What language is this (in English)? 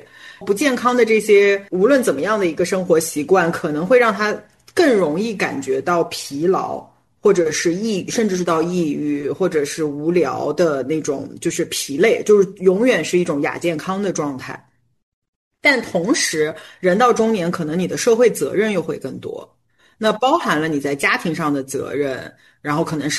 Chinese